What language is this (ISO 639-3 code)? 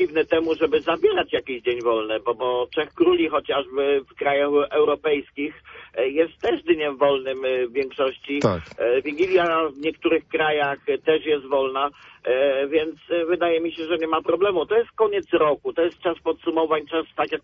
pol